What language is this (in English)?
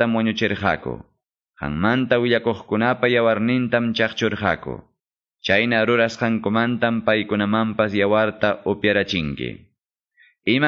Quechua